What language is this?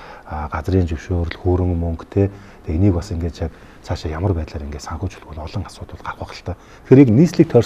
Mongolian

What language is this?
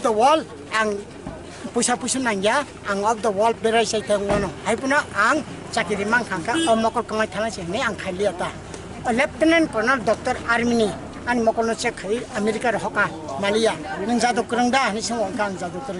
Kok Borok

